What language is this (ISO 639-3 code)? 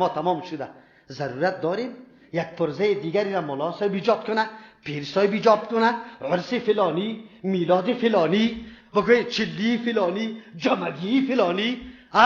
fas